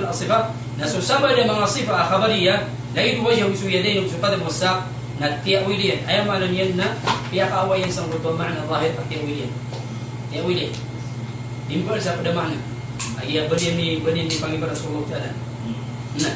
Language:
Maranao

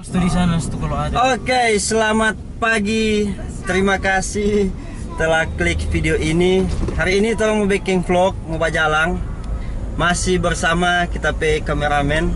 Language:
Manado Malay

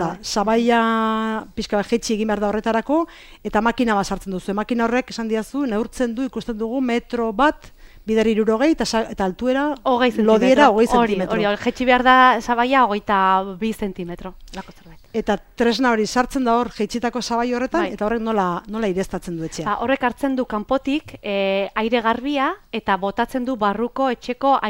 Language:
Basque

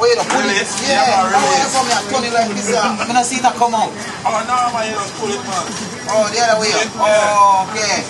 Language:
Jamaican Creole English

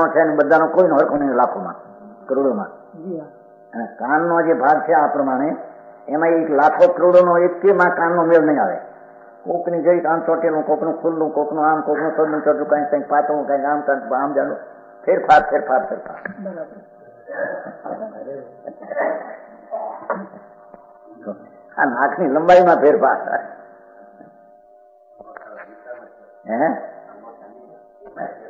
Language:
Gujarati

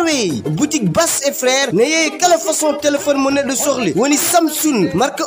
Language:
Fula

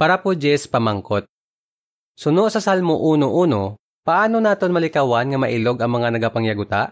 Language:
Hiligaynon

